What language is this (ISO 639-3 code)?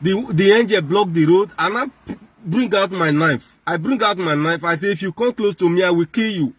pcm